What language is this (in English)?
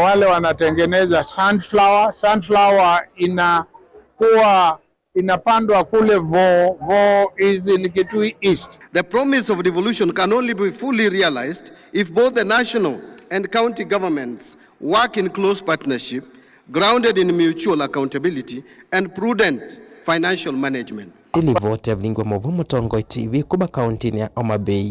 Kamba